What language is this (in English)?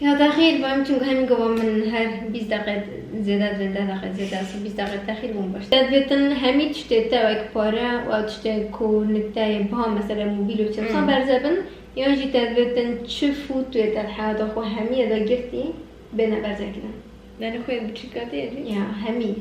Kurdish